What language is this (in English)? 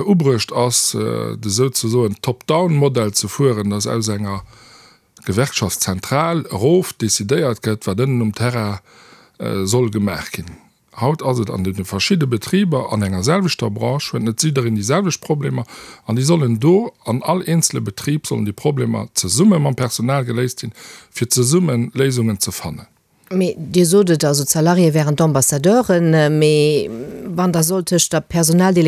Luxembourgish